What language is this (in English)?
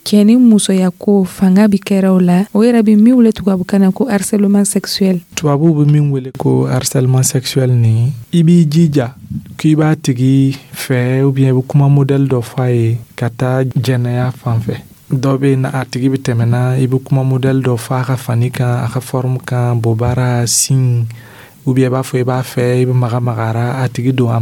Dyula